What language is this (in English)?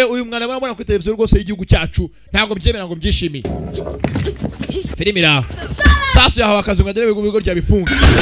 Kinyarwanda